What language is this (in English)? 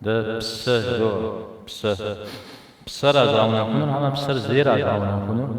Kabardian